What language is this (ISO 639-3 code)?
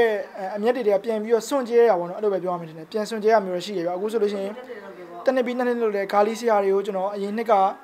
mya